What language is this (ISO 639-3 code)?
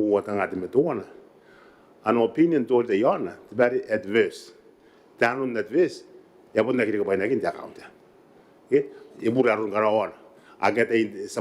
gil